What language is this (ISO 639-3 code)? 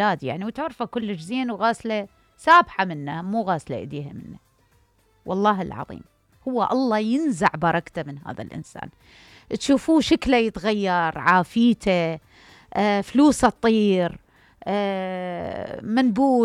acm